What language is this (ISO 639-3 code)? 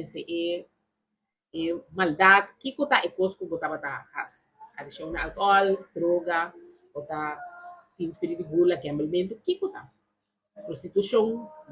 pap